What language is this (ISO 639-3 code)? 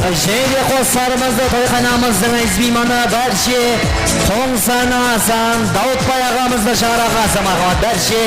kaa